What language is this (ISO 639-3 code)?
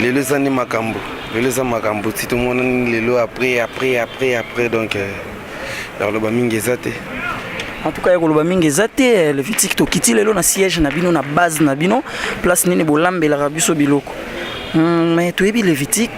lin